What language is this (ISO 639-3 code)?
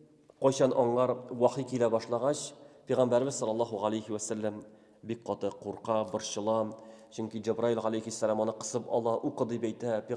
tat